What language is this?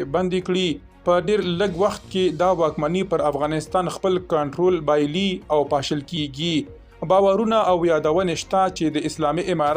Pashto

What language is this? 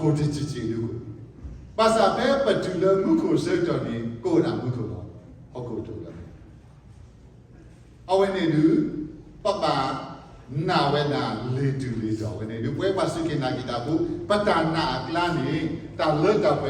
S'gaw Karen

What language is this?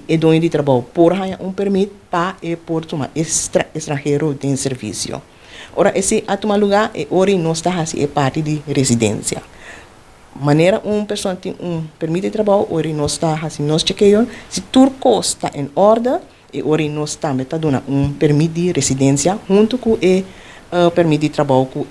Papiamento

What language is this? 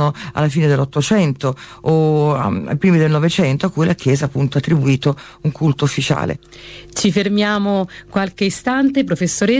Italian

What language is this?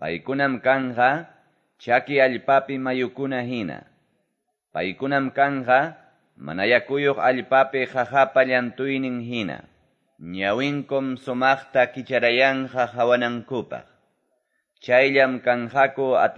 Quechua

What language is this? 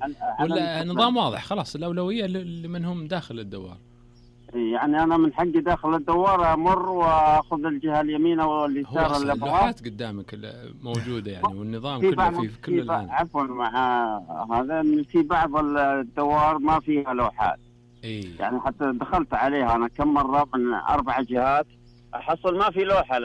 Najdi Arabic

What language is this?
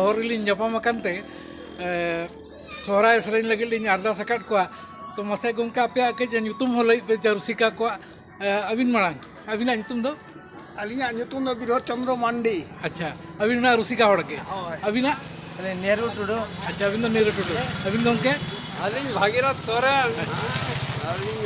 Santali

